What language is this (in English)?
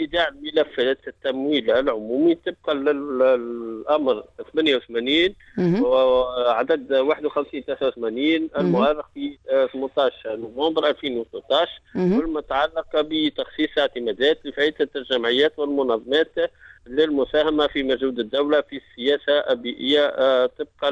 Tunisian Arabic